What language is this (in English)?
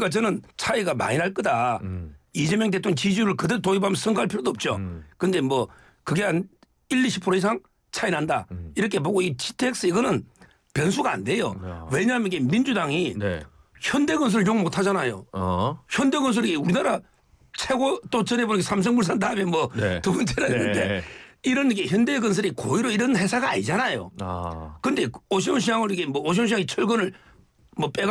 Korean